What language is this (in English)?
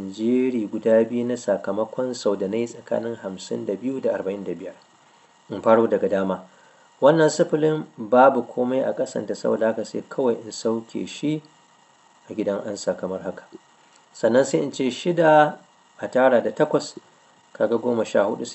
Hausa